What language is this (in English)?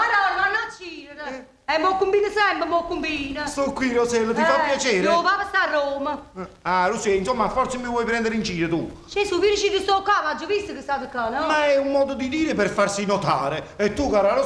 Neapolitan